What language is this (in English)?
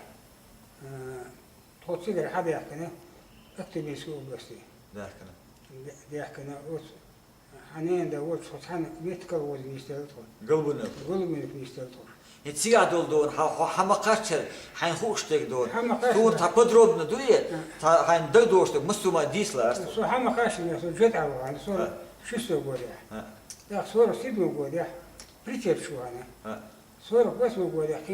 Chechen